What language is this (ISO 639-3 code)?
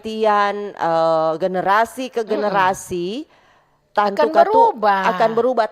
xmm